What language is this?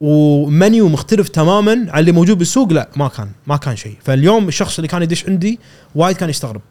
Gulf Arabic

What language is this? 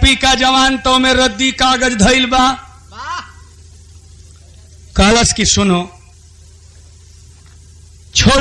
Bhojpuri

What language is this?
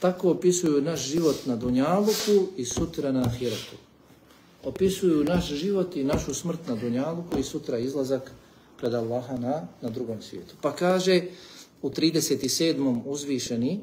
Bosnian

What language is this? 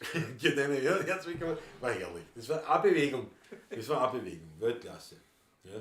Bavarian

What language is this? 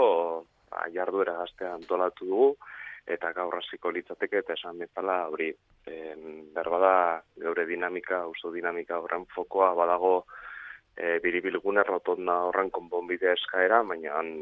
Basque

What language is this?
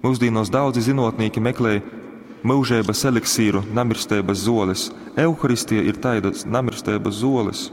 Latgalian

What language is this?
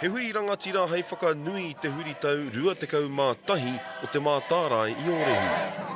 Māori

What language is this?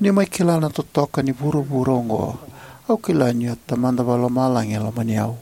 Fijian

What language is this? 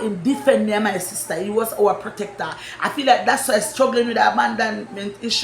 Jamaican Creole English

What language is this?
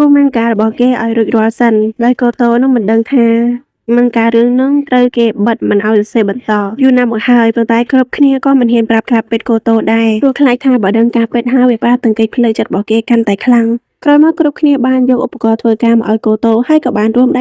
Khmer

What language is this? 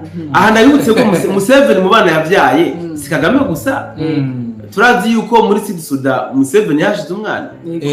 Rundi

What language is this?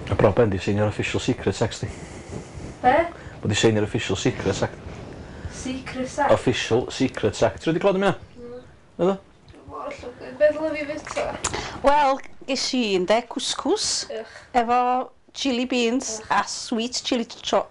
Welsh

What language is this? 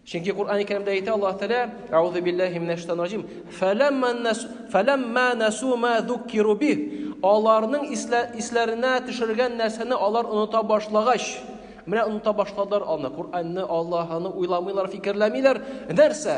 Tatar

